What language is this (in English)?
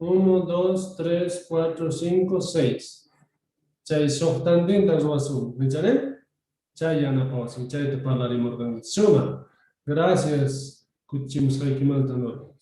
South Bolivian Quechua